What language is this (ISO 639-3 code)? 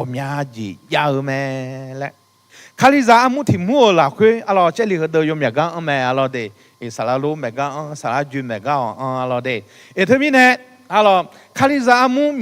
ahk